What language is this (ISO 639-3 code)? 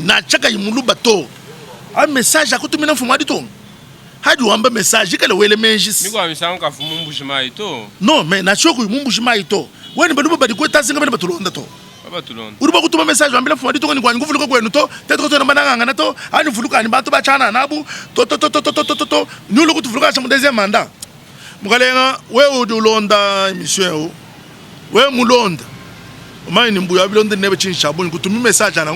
lua